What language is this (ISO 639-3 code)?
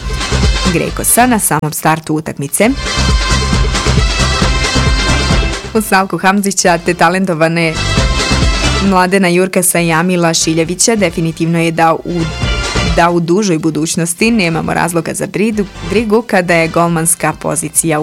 bos